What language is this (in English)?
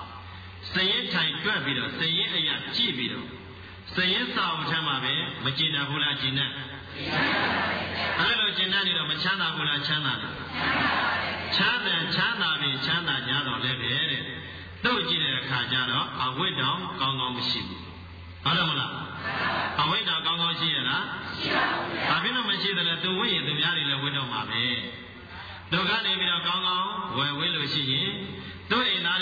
Burmese